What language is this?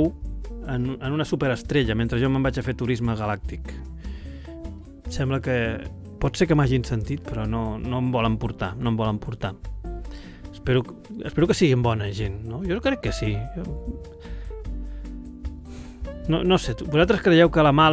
Catalan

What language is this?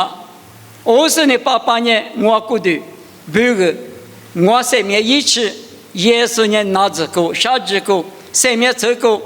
Lisu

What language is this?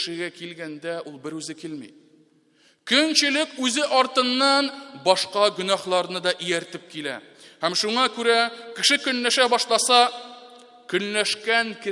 Tatar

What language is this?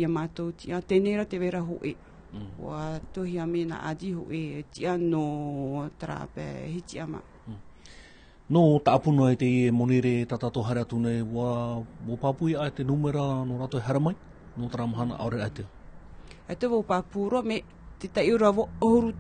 Tahitian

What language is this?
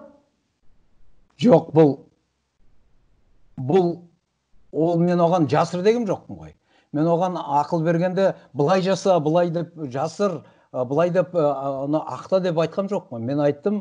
Kazakh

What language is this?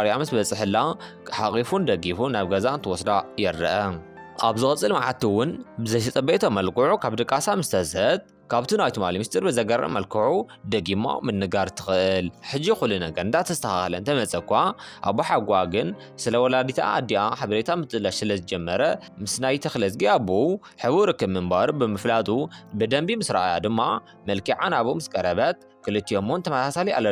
Tigrinya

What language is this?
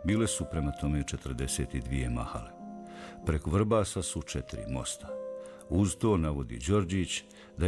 Bosnian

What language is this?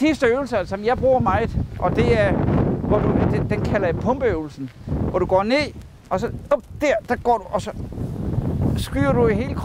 Danish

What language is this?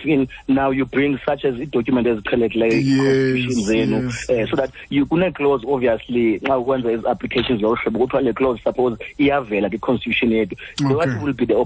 Xhosa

